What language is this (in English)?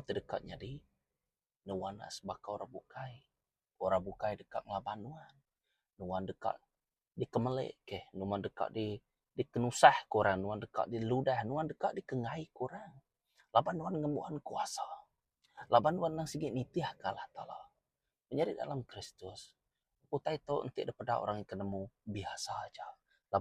Iban